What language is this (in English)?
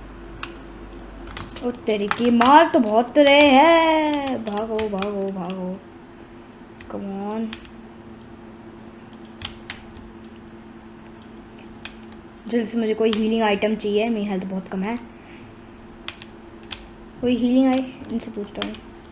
Hindi